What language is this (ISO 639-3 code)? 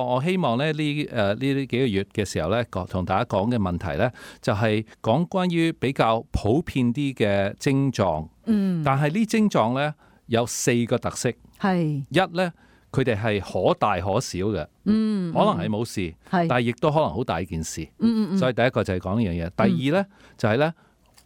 yue